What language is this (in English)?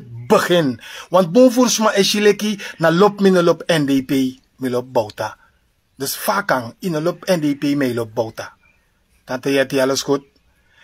Sranan Tongo